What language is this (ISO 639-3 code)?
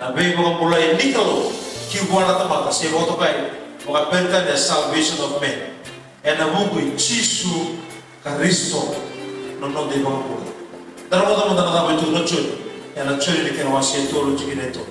fij